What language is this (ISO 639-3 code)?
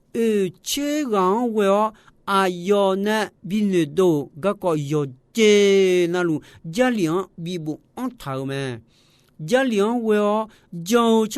ahk